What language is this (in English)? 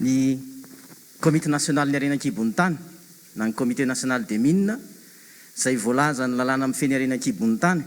Malagasy